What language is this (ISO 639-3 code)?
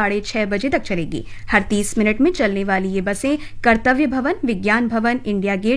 hin